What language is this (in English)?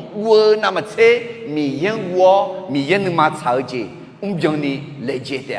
Akha